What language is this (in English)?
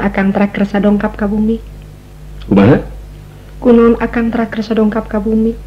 Sundanese